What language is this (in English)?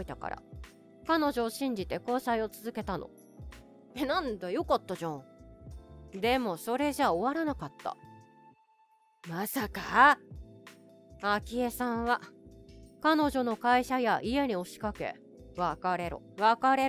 Japanese